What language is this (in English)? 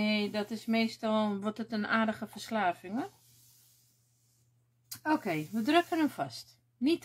Dutch